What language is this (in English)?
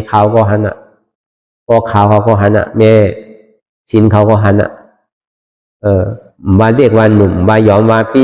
Shan